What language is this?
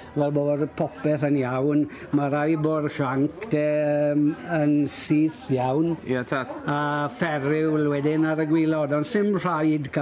Welsh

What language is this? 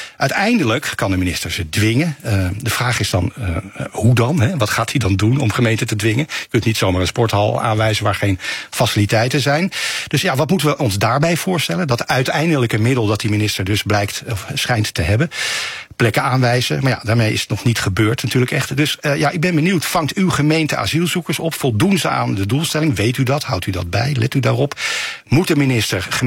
Dutch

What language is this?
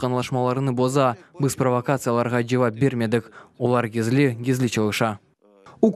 Crimean Tatar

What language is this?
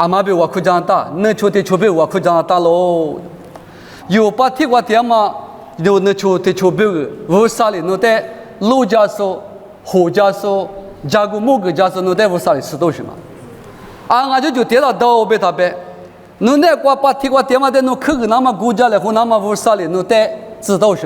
Lisu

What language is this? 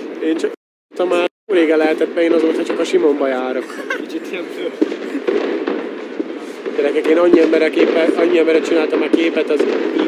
Hungarian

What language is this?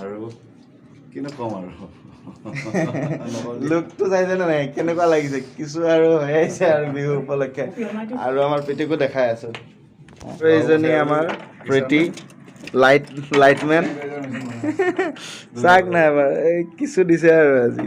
Assamese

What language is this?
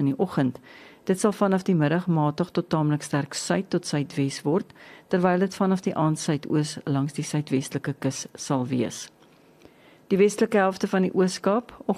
Afrikaans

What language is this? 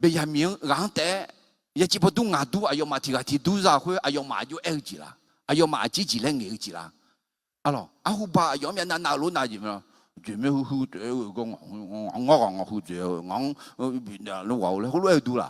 Akha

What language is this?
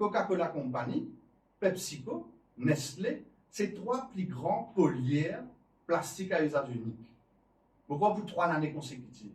Morisyen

